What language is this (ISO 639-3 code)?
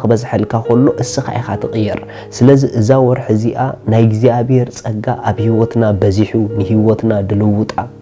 tir